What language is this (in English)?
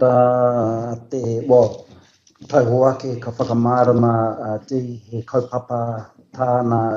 Māori